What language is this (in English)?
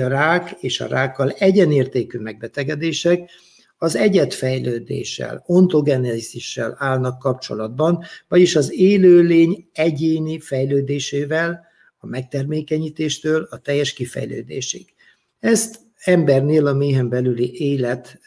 Hungarian